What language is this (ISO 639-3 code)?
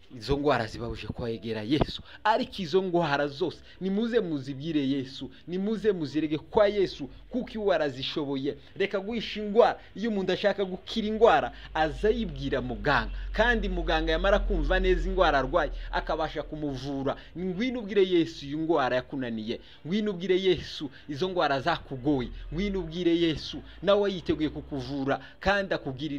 kin